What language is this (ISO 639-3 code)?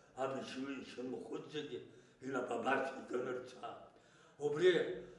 abk